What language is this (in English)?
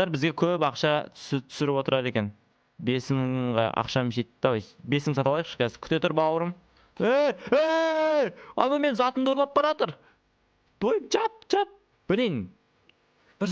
Kazakh